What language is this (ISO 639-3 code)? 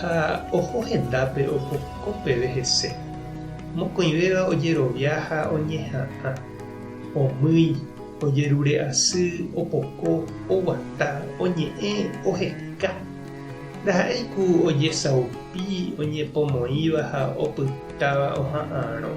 grn